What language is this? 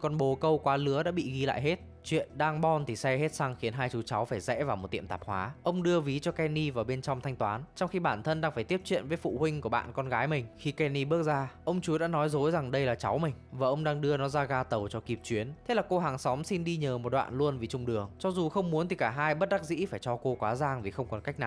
Vietnamese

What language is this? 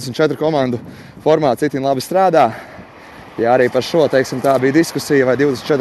Latvian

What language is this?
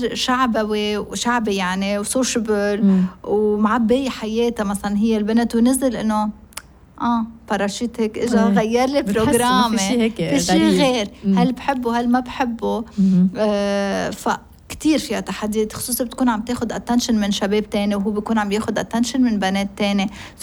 North Levantine Arabic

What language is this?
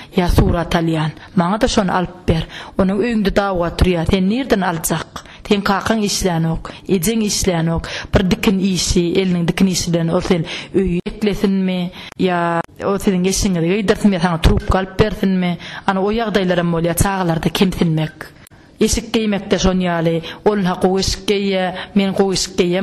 Turkmen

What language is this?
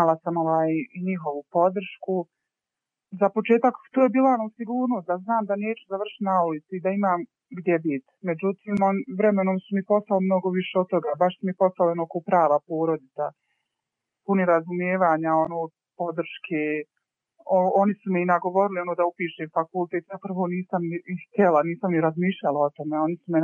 Bosnian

